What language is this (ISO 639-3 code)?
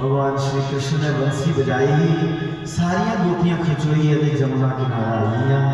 doi